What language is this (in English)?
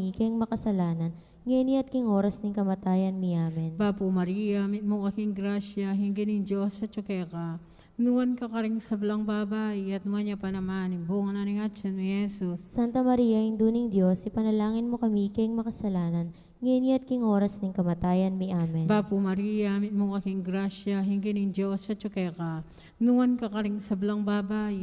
Pampanga